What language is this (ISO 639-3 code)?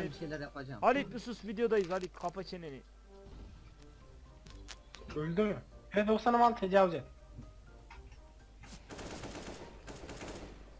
tur